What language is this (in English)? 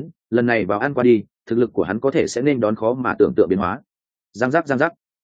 Vietnamese